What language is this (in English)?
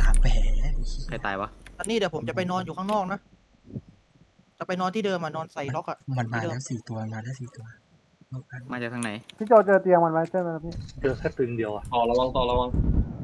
Thai